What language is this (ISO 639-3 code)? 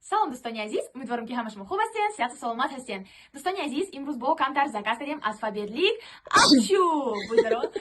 tgk